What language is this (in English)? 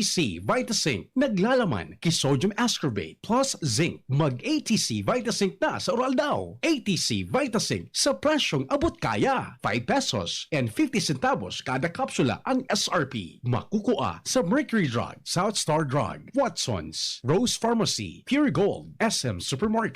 Bikol